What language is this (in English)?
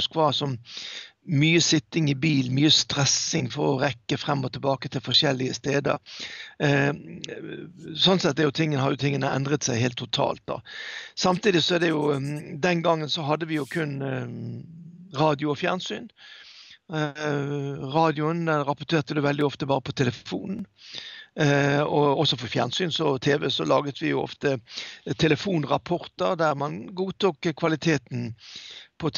Norwegian